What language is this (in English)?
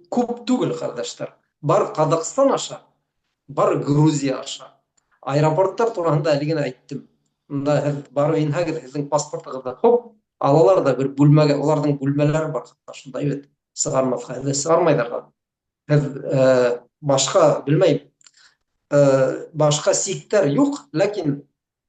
Bashkir